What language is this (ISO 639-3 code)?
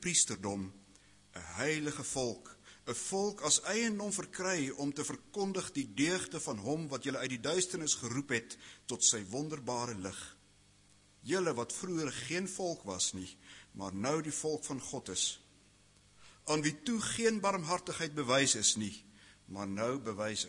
afr